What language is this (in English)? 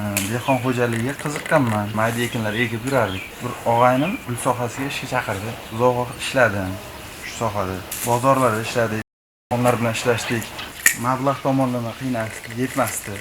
Uzbek